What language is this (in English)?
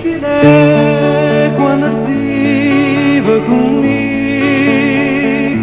Neapolitan